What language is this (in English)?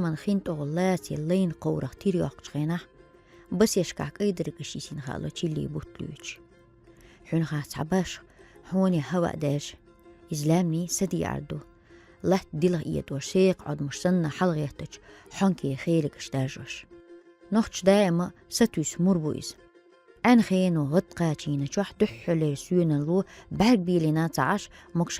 Chechen